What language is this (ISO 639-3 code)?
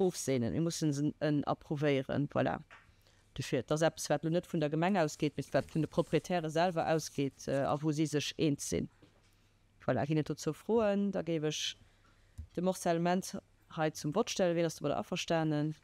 ltz